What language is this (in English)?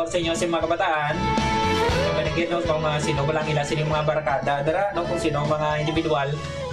Hiligaynon